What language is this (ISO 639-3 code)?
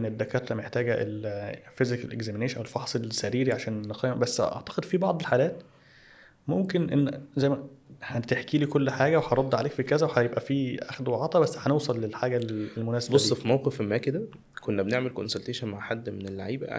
arz